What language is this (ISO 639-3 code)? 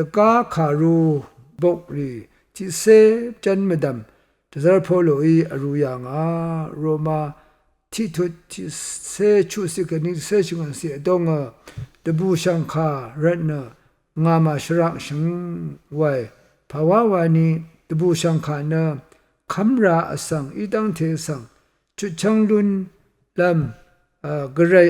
raw